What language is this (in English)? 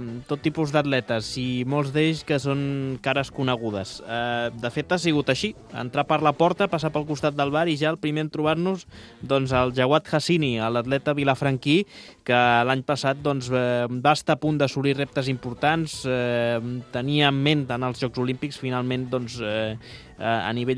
Catalan